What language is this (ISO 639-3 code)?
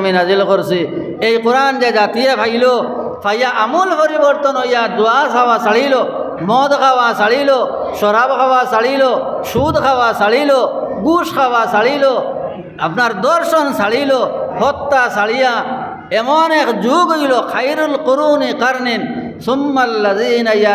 syl